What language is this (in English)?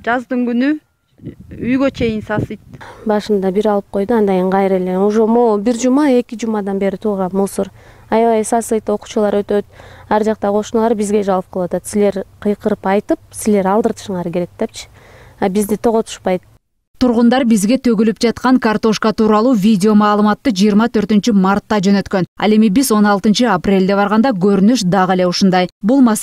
Kyrgyz